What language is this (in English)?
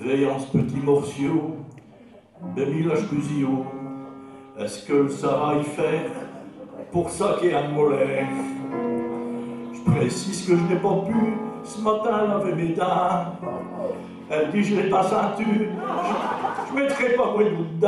Picard